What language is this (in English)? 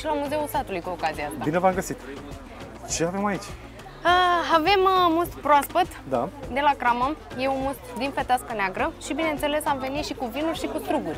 Romanian